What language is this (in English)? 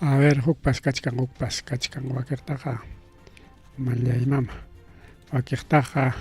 Ayacucho Quechua